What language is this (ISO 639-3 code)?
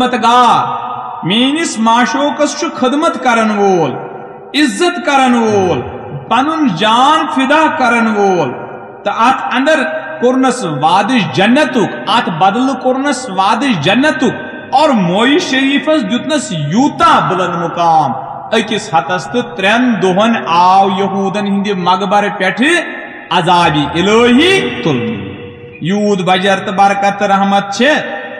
kas